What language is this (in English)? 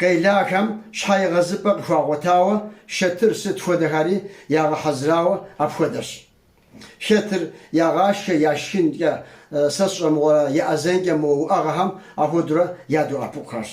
Kabardian